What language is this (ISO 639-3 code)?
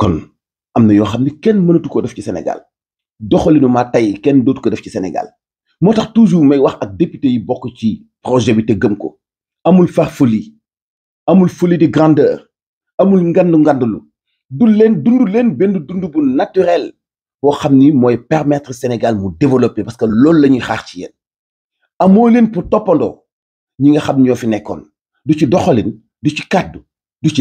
wol